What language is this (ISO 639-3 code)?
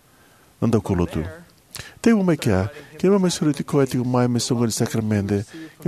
fij